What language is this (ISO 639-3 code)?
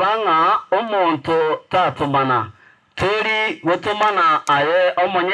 guz